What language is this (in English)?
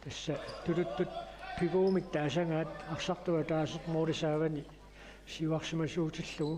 Kalaallisut